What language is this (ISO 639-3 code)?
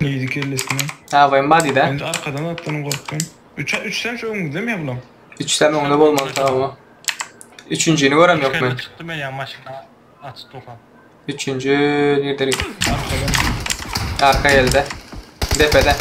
tuk